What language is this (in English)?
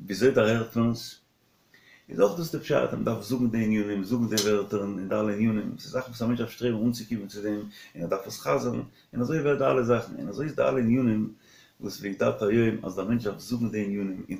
Yiddish